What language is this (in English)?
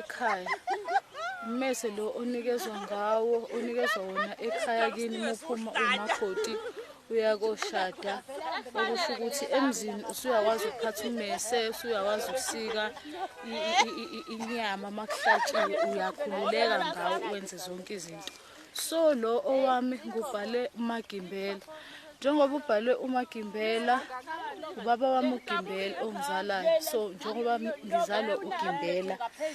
Zulu